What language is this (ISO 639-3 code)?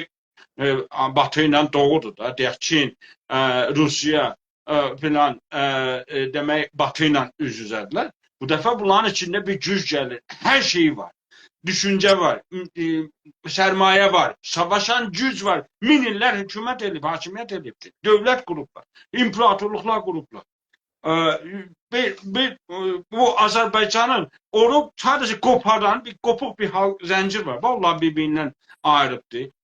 azb